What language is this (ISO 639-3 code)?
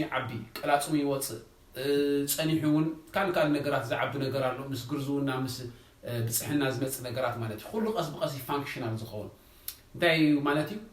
tir